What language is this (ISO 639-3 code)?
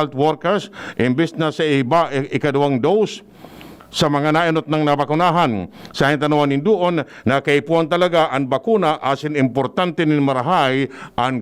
bik